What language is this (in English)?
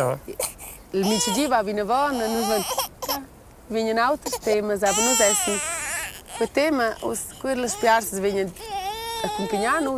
Romansh